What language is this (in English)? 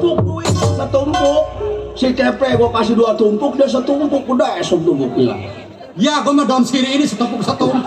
Betawi